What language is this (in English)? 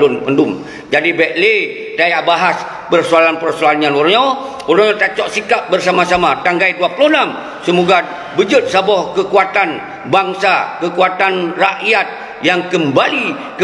Achinese